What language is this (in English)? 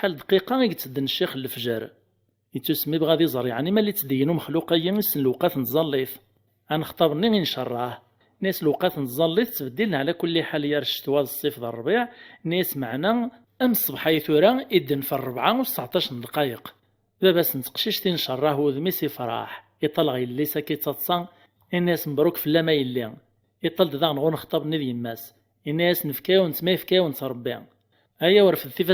Kabyle